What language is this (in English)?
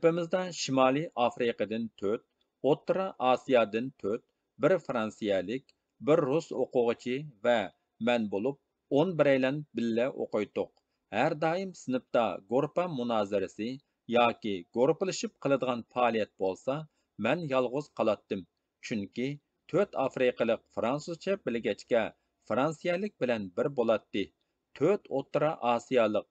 Uyghur